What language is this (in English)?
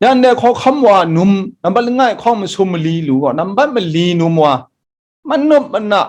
Kachin